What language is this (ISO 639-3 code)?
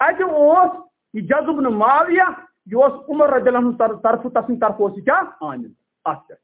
kas